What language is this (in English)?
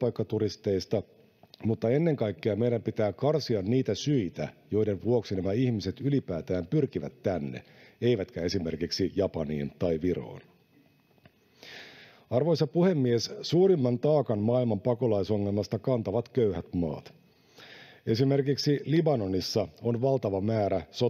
Finnish